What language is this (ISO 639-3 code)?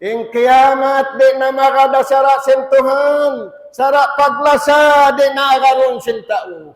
tsg